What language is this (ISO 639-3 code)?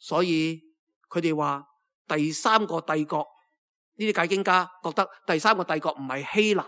yue